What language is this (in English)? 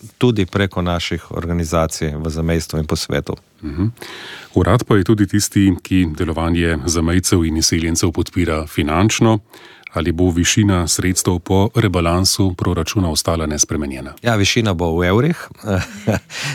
Slovenian